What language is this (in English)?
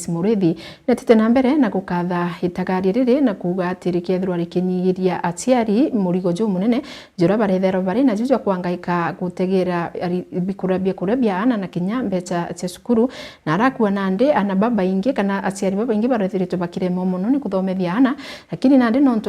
Meru